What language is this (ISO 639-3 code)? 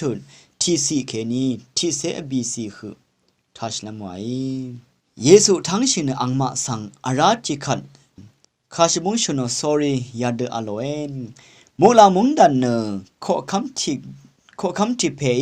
raw